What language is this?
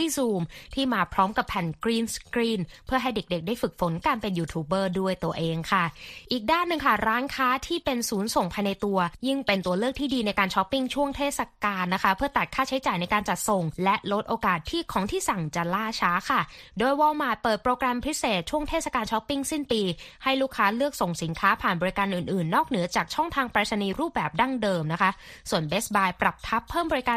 Thai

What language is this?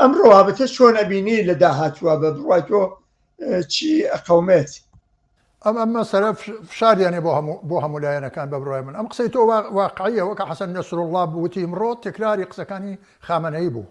Central Kurdish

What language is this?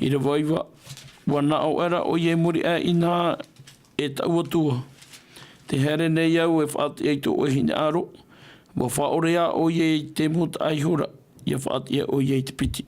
Tahitian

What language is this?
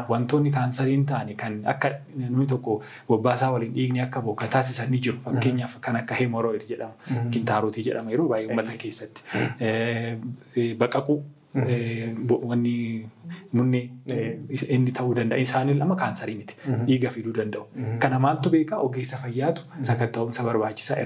Oromo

